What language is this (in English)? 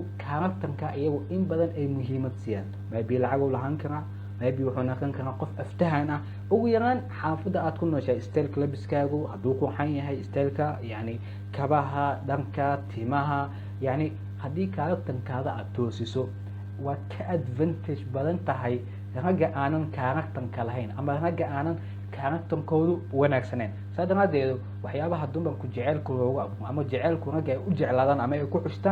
Somali